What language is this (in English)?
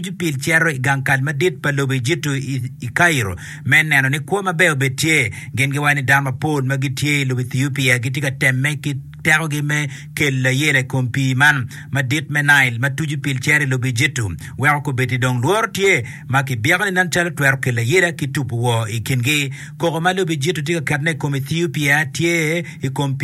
Acoli